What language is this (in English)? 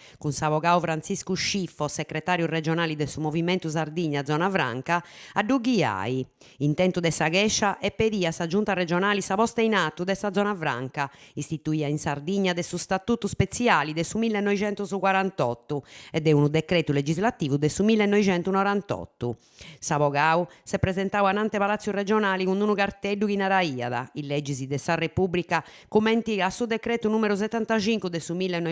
Sardinian